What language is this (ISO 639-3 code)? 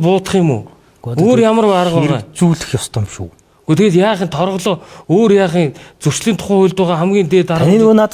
mon